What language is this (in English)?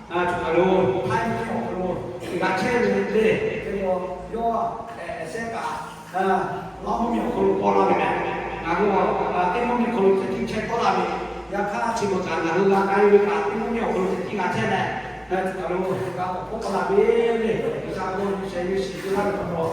Lahu